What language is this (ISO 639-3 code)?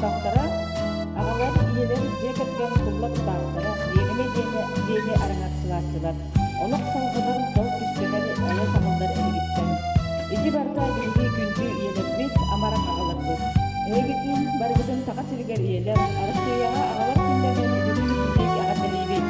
sah